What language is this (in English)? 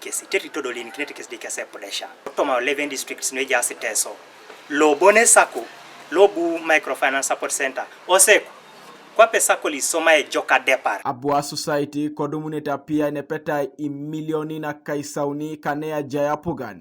Teso